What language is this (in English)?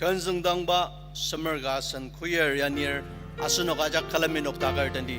Ao Naga